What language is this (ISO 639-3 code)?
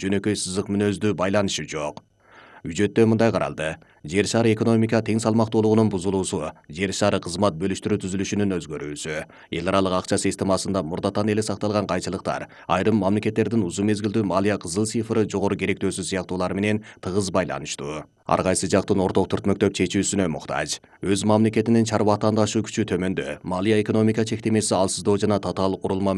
kir